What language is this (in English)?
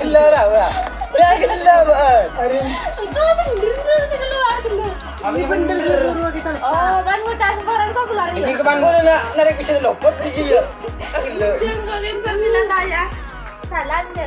Madurese